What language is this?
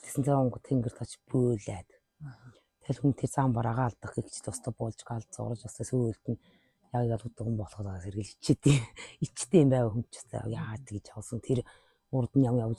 Mongolian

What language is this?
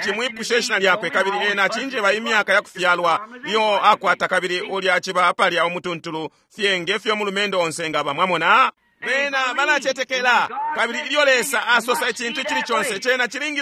Bemba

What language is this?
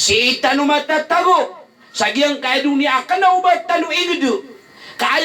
Maranao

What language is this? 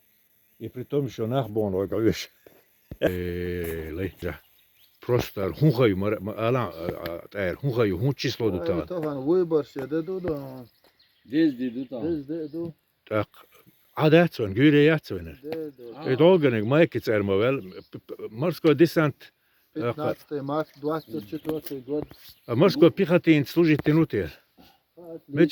Chechen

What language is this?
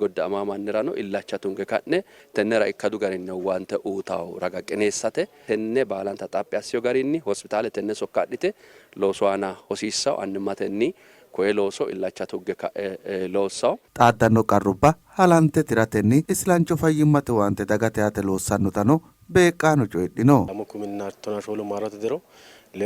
Sidamo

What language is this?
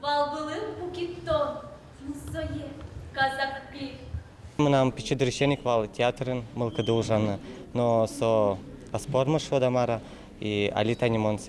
Udmurt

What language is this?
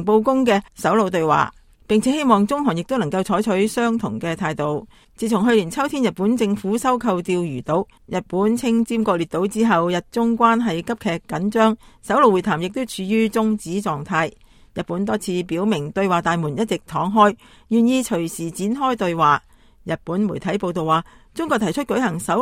Cantonese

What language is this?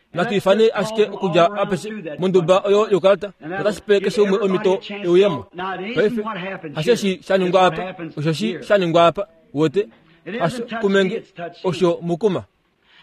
Kuanyama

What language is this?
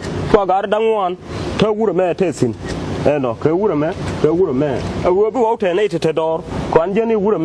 Nuer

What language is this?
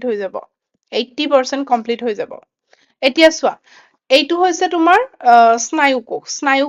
Assamese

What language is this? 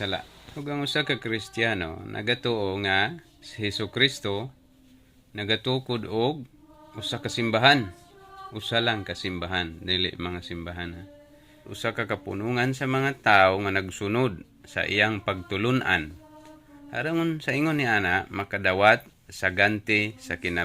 Cebuano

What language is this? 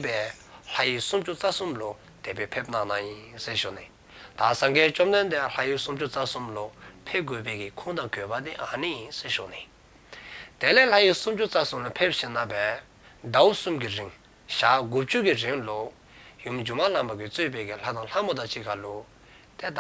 Dzongkha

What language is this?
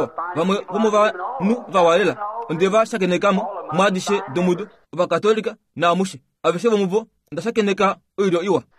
Kuanyama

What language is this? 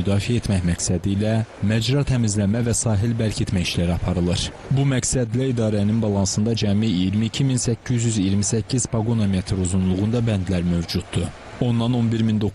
Azerbaijani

